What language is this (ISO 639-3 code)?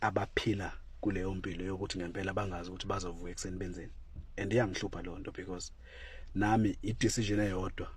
zul